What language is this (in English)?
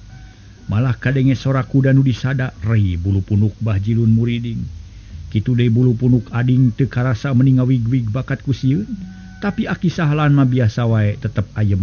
Sundanese